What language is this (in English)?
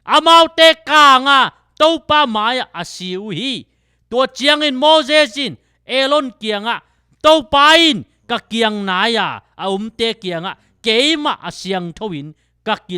Tedim Chin